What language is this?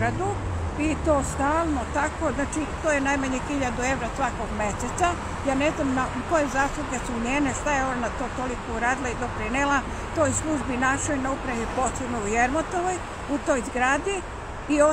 Serbian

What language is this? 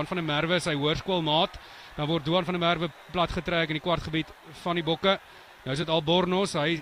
Afrikaans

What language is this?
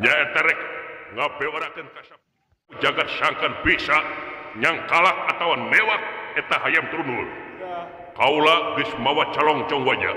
Sundanese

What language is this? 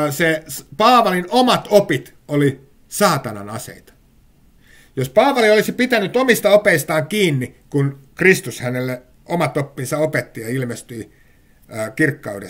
Finnish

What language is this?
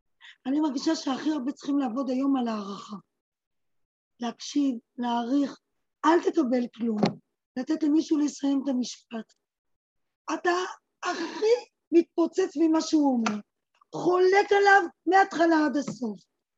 Hebrew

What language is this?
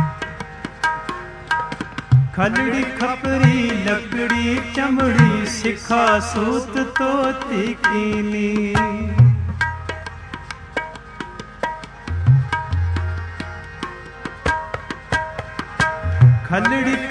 Punjabi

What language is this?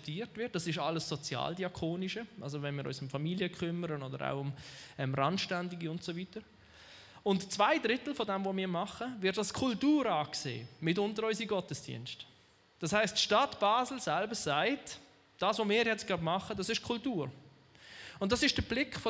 Swiss German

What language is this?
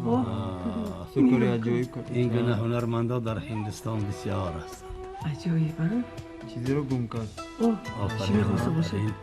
Tajik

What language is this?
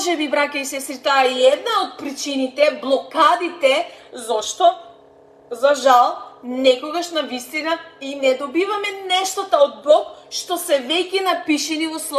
Macedonian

